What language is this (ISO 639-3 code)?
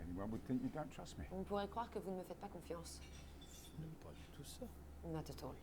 cym